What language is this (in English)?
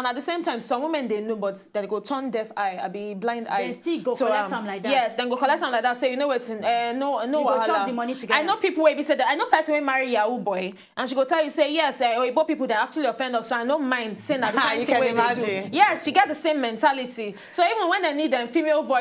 Nigerian Pidgin